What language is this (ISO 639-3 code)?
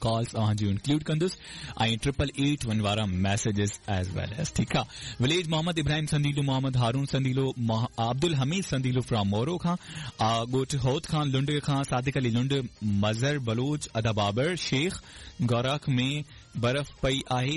snd